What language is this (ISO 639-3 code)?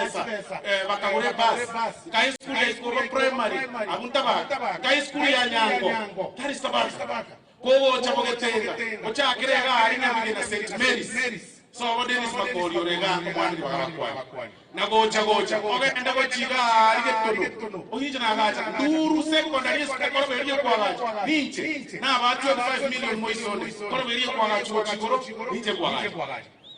guz